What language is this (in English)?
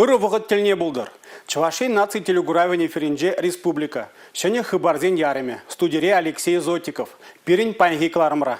Chuvash